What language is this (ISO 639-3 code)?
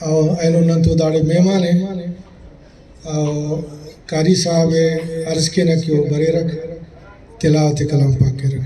brh